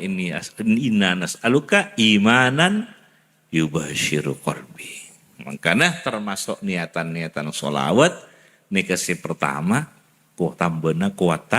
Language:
Madurese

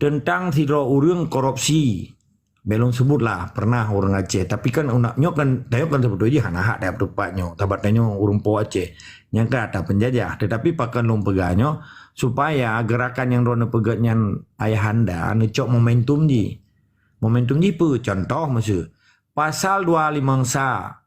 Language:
Achinese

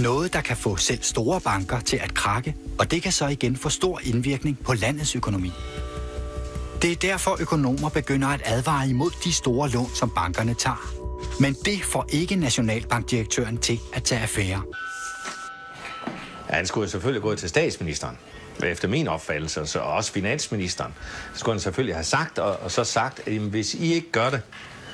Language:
Danish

